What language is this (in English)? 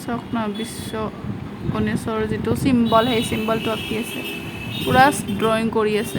Assamese